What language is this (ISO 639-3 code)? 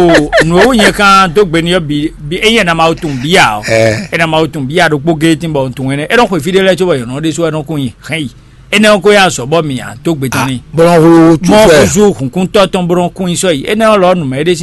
fon